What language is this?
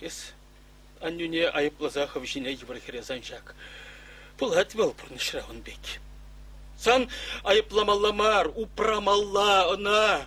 Chuvash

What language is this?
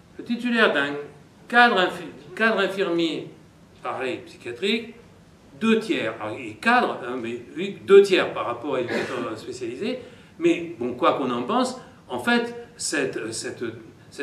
French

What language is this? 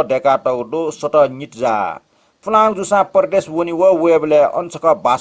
Newari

